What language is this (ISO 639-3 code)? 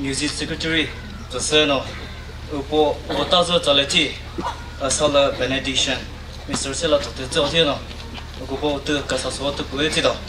nri